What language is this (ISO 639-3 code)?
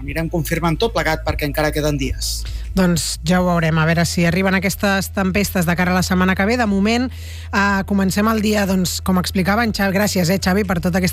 cat